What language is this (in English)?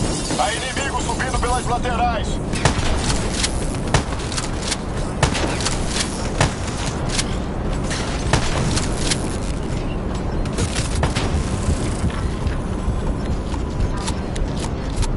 Portuguese